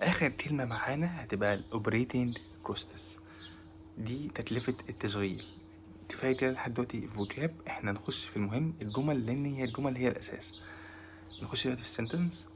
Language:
Egyptian Arabic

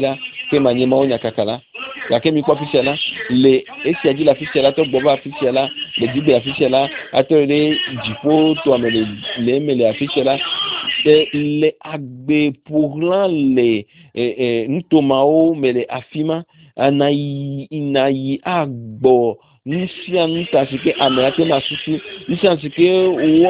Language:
Ewe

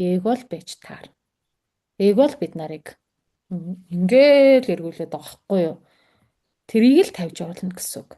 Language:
Mongolian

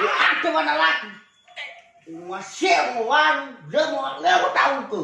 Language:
Nias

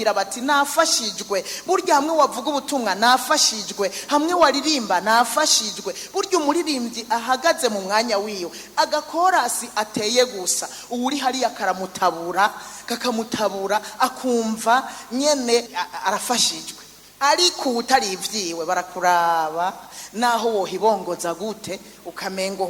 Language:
Rundi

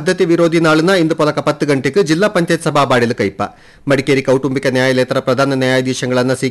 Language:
Kannada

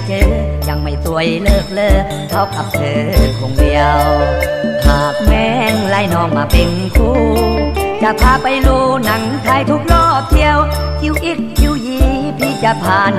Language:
Thai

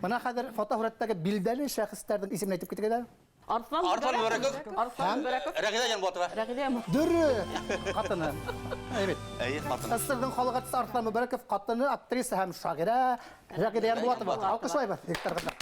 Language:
Bashkir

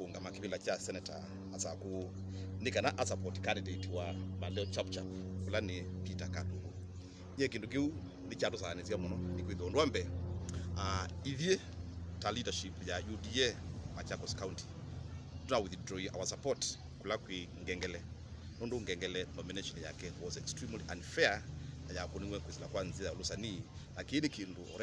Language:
Kamba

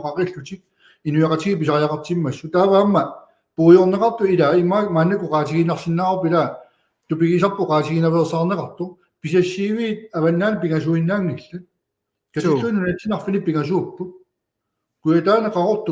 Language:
Kalaallisut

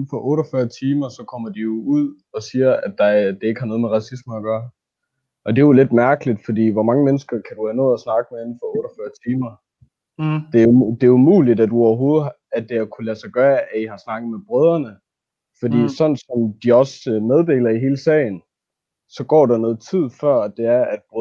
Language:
Danish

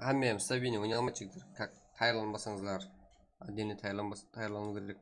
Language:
Kara-Kalpak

